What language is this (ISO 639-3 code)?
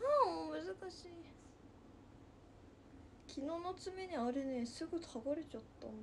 jpn